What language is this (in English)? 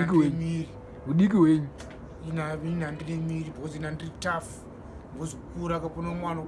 Shona